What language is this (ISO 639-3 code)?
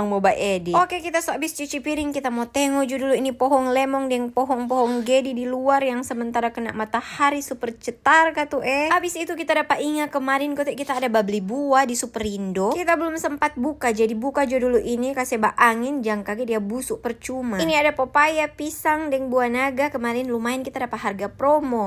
xmm